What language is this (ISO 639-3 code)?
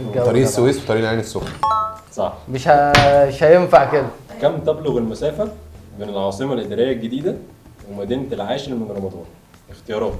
arz